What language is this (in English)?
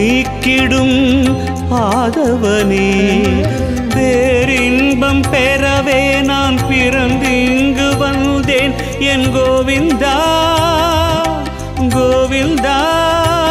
Tamil